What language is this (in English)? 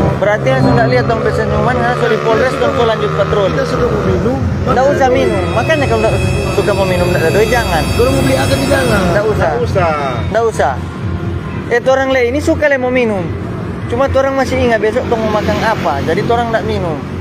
Manado Malay